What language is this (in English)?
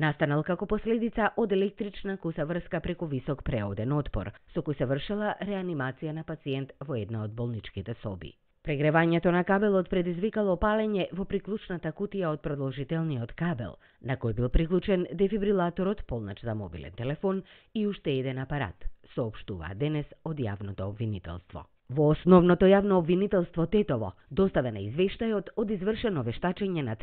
Macedonian